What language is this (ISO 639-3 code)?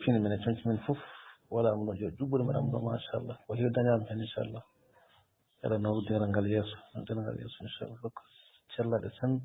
ful